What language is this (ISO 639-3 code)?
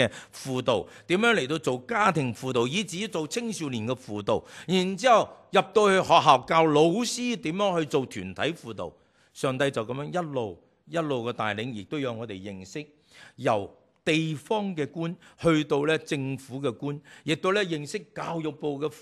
yue